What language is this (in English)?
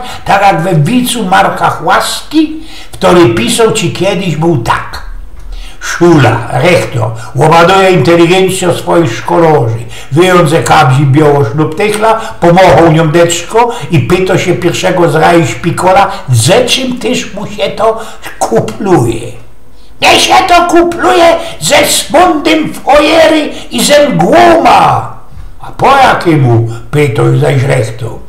Silesian